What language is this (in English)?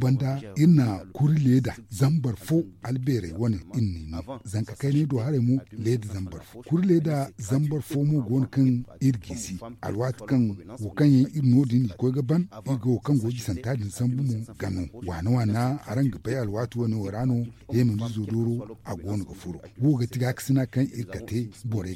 Zarma